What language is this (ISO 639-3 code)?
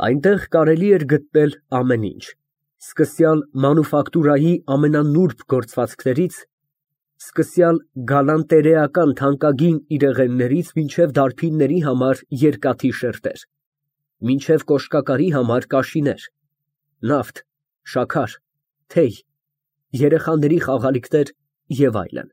hye